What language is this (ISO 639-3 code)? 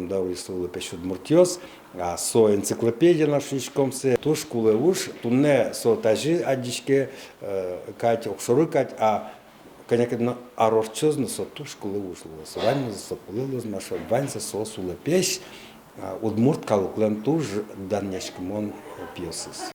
udm